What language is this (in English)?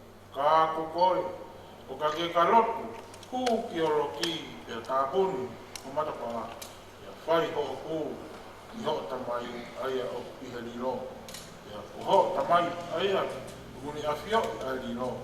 Tongan